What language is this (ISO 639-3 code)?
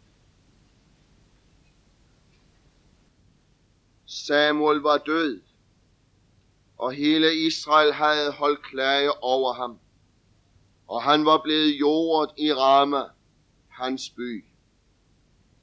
dan